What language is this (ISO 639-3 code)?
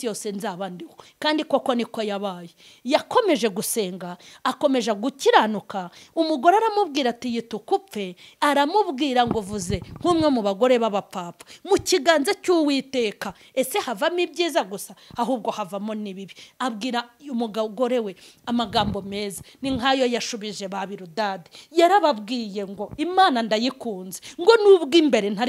kin